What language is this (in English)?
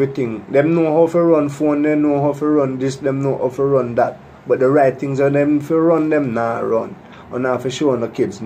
Jamaican Creole English